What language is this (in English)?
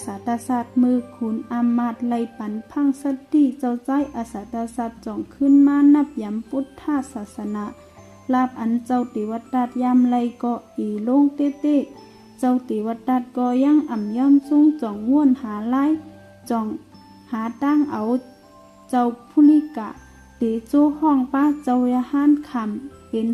Shan